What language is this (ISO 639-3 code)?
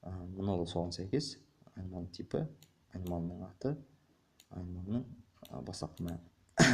kaz